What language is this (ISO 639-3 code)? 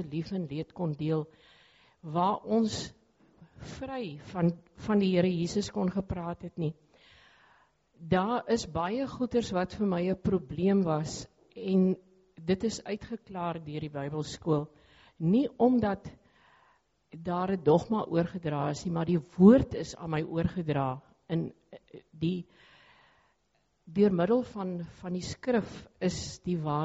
afr